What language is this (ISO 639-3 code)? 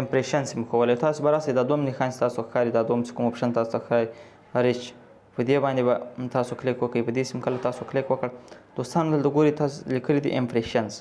pus